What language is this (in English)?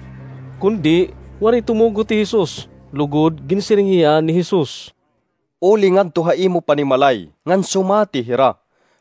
Waray